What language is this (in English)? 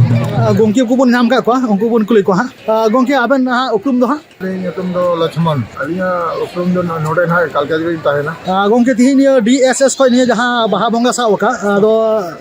Santali